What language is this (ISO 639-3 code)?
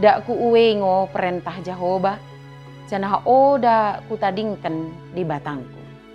btd